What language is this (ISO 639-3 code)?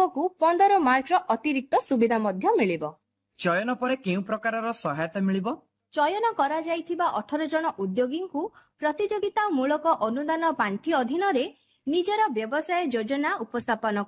ori